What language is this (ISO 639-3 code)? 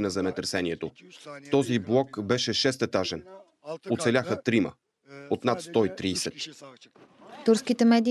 bul